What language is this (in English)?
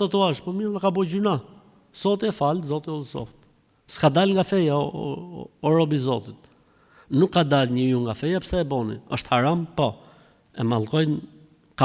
Albanian